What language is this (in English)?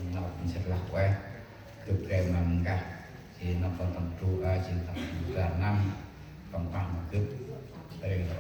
Central Mnong